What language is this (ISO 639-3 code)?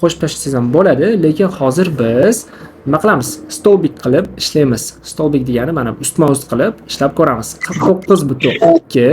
uzb